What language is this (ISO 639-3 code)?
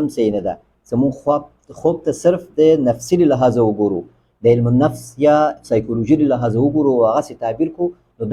pus